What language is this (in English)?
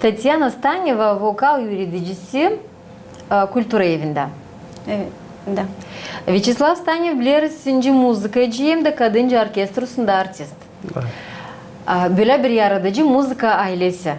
Gagauz